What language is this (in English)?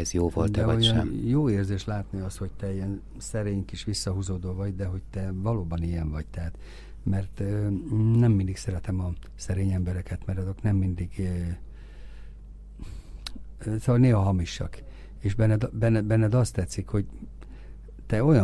Hungarian